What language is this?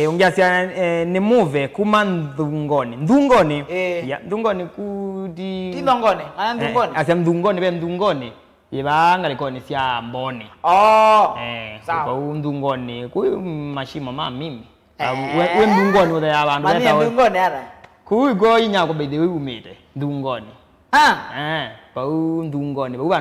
Kamba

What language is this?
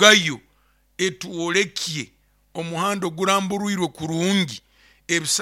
Nyoro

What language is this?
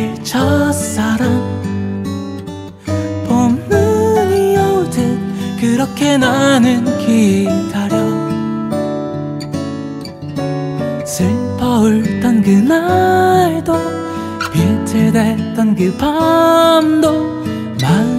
Korean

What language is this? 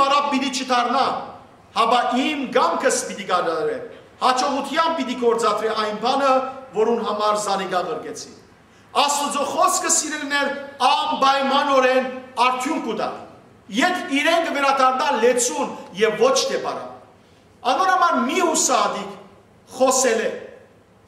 Western Armenian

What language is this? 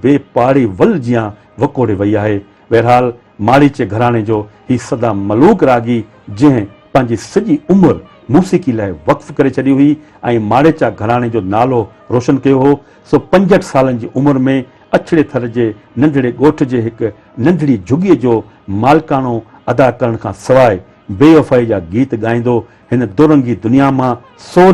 Sindhi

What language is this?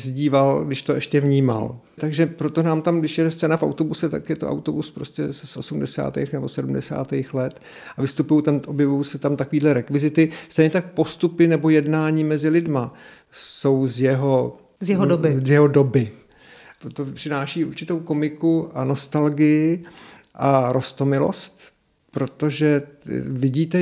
Czech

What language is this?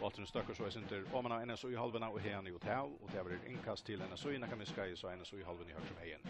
Faroese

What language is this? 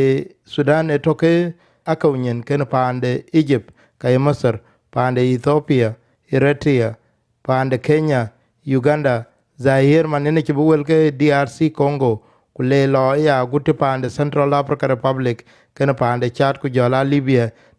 Dinka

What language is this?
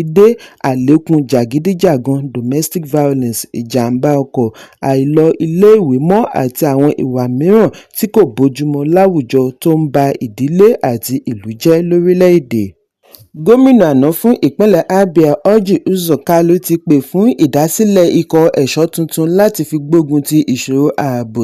Yoruba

